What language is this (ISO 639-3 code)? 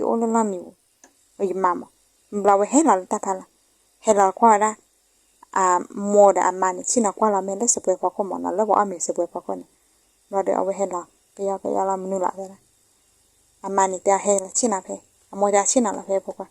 ksw